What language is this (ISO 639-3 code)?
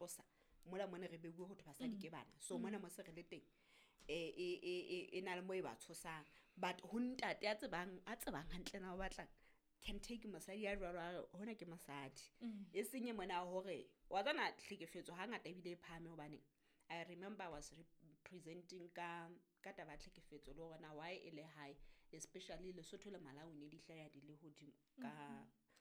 sot